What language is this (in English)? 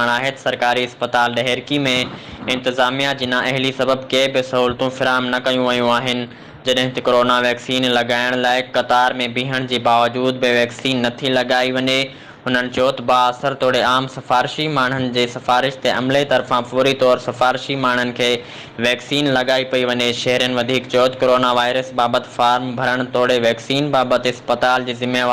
Sindhi